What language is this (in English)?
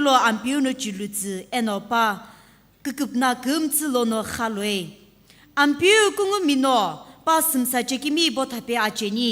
Sumi Naga